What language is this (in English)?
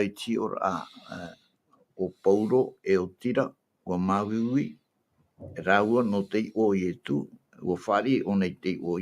Tahitian